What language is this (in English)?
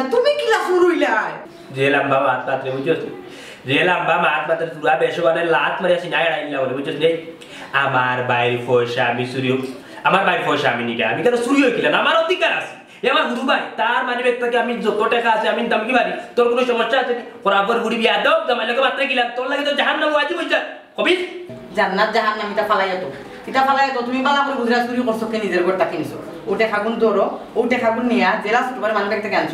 Sylheti